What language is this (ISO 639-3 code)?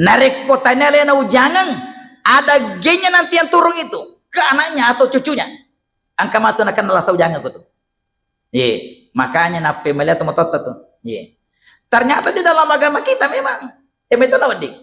bug